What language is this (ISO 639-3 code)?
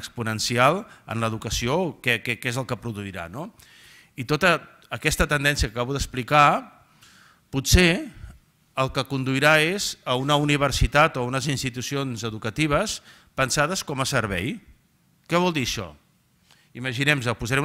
cat